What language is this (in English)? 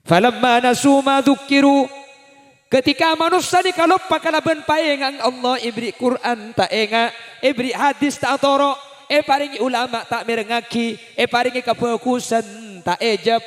Madurese